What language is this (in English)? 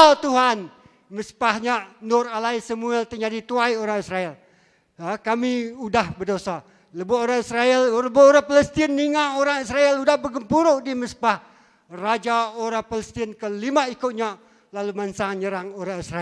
Iban